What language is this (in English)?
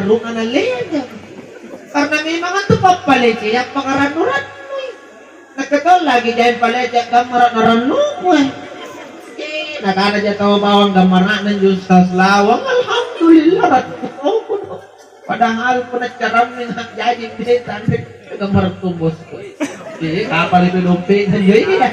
Makasar